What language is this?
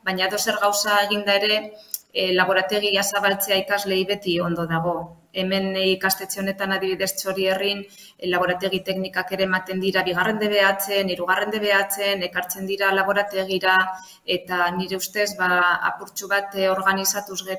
Basque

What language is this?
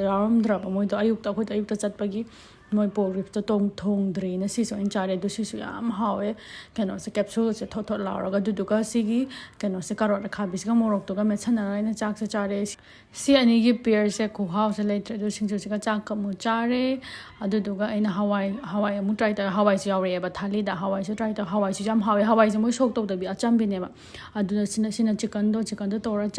Manipuri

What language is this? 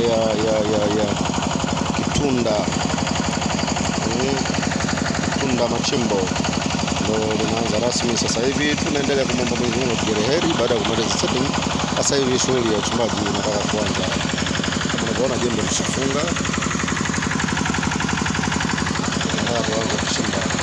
Swahili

